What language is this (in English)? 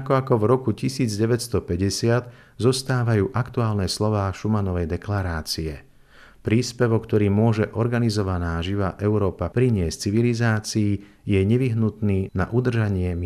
Slovak